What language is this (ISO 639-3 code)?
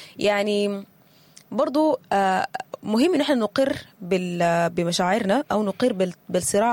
apd